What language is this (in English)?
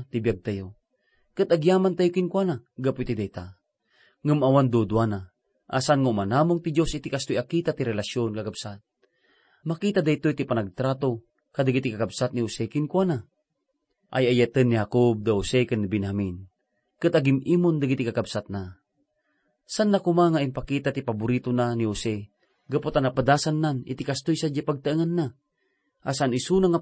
Iloko